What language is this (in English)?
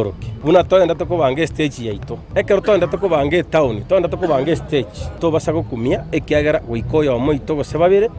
Gusii